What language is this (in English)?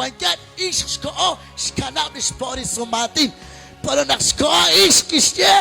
Kekchí